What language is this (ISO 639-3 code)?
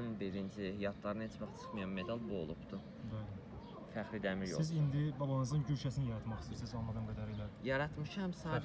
aze